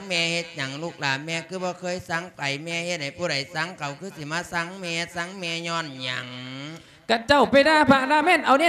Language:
Lao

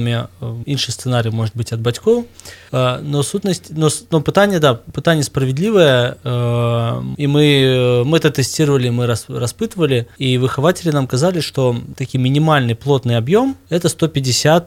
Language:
Belarusian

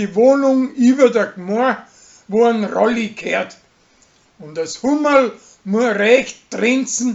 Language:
Bavarian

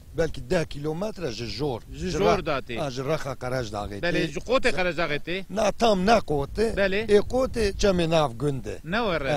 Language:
Kurdish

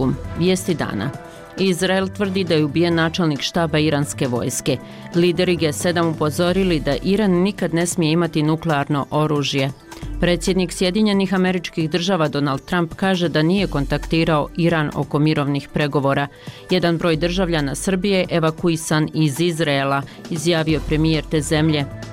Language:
Bosnian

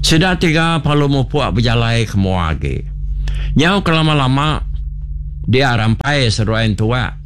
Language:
Iban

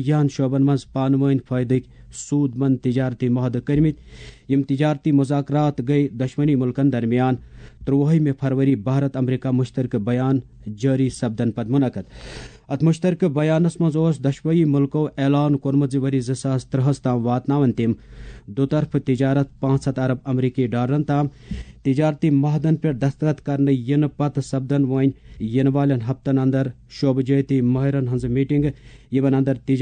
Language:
Kashmiri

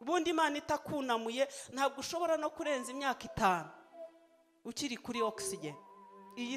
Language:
Kinyarwanda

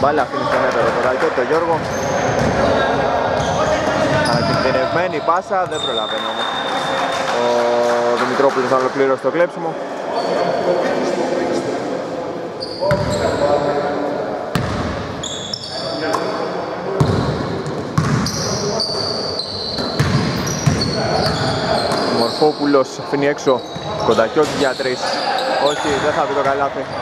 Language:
Greek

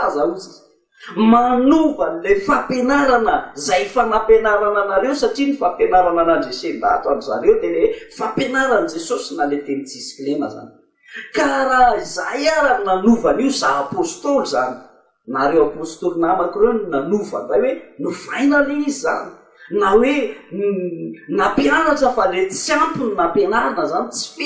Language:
Malagasy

